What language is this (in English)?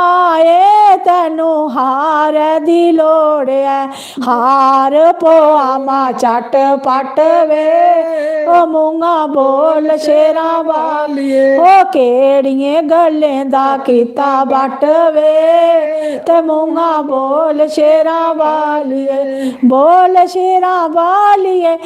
Dogri